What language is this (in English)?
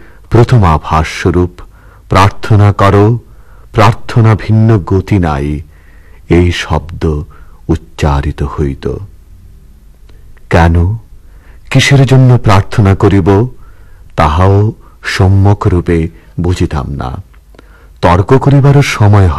Bangla